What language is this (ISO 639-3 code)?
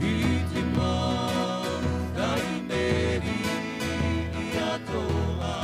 tah